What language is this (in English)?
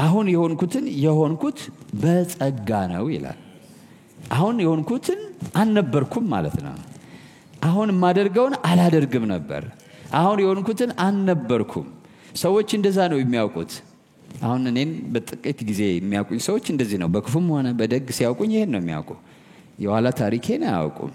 Amharic